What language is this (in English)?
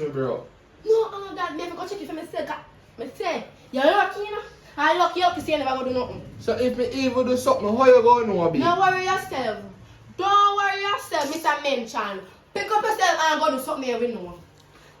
Jamaican Creole English